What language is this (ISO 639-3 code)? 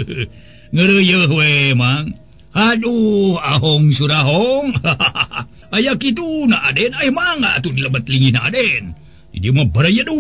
sun